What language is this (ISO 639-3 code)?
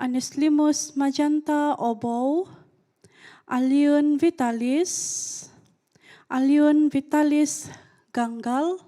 dtp